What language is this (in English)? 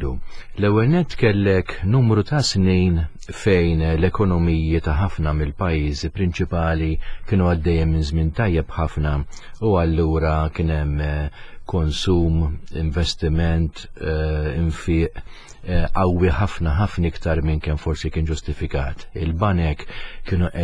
Maltese